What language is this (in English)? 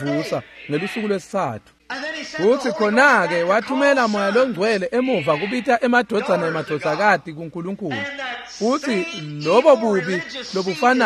Swati